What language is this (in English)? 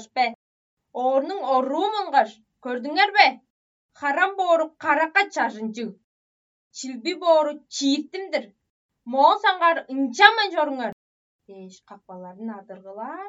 Tuvinian